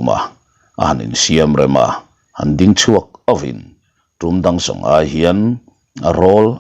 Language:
Mizo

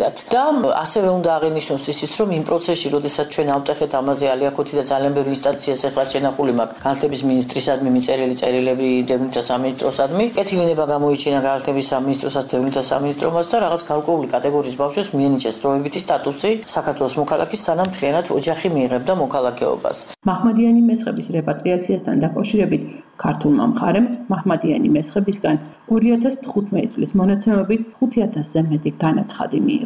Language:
Georgian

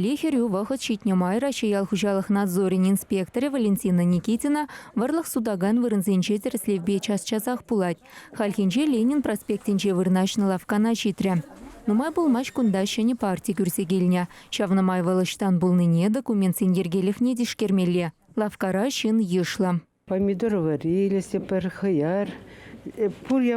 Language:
Chuvash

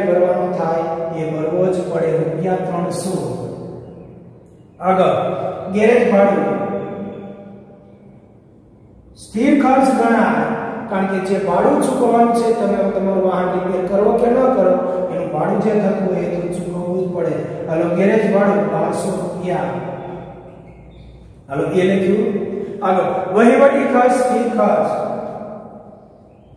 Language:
Gujarati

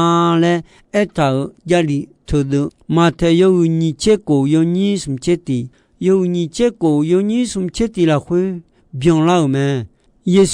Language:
Akha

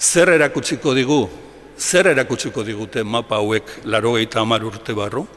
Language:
Basque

